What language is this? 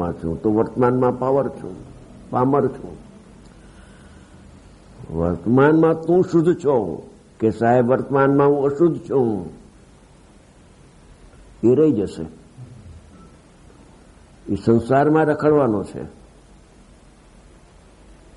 Gujarati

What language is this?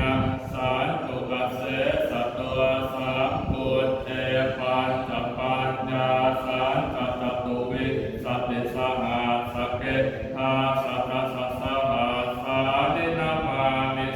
Pali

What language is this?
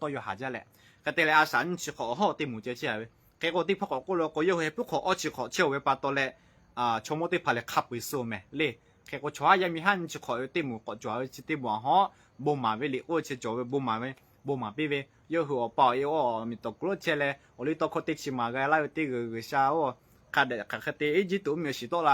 Lahu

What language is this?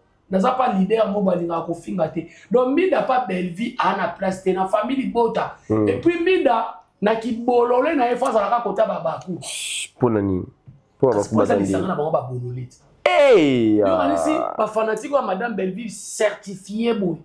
Lingala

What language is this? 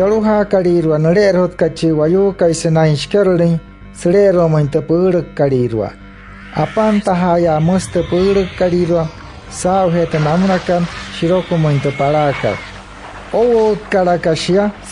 Wayuu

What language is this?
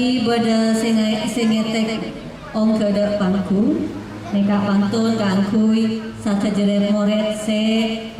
Madurese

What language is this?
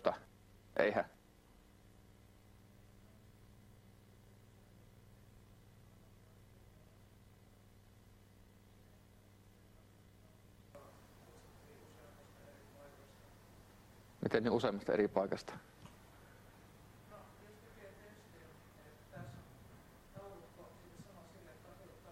Finnish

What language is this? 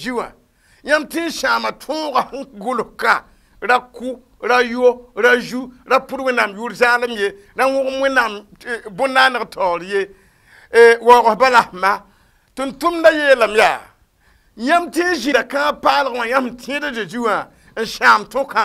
Mossi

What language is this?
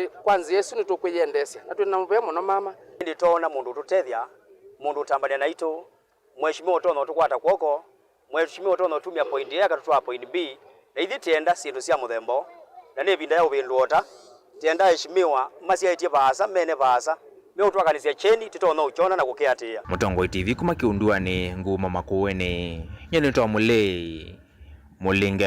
Kamba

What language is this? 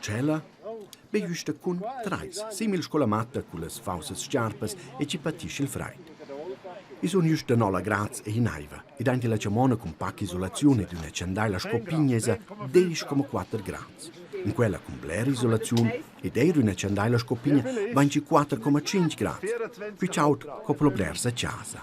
Romansh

